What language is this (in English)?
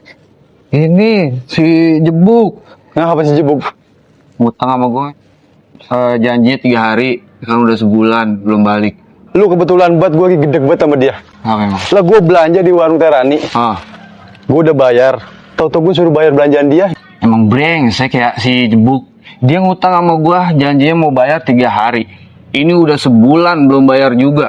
Betawi